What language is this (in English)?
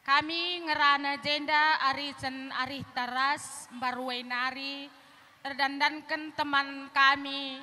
Batak Karo